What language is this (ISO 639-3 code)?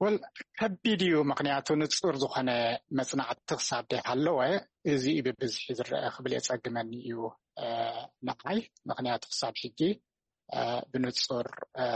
tir